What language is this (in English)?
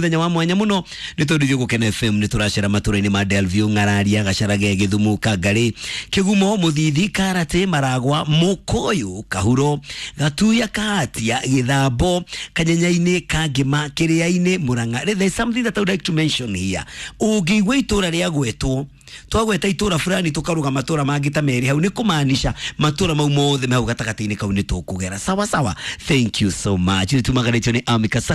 Kikuyu